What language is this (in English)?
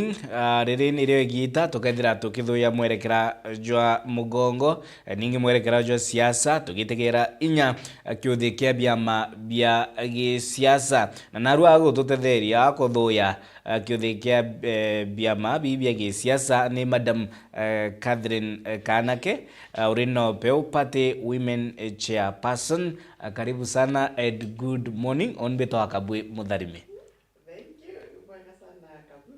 Meru